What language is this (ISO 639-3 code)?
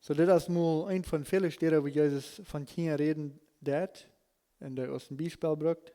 pdt